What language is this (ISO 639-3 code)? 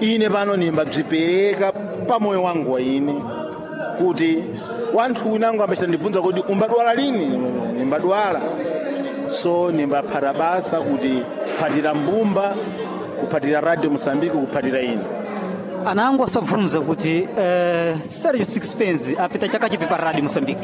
seh